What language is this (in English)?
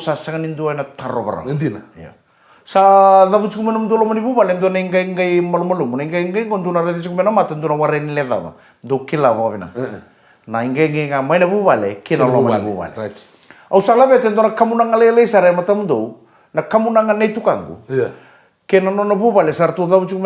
Fijian